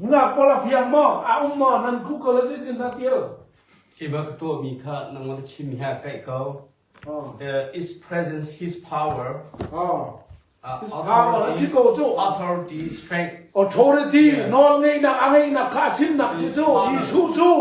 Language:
Hakha Chin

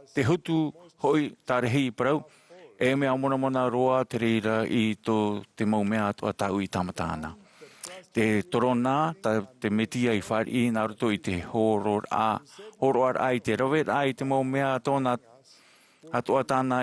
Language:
Tahitian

